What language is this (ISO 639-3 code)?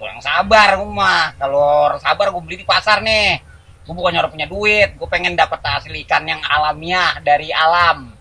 bew